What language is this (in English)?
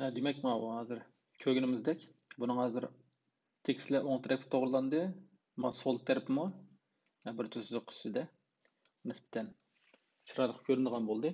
Uyghur